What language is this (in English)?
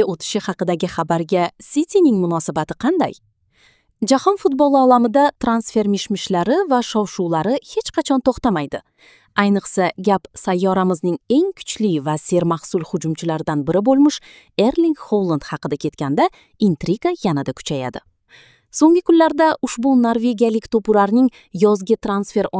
Kyrgyz